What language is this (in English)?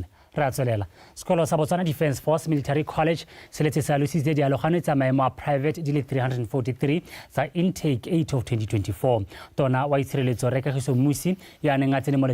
Tswana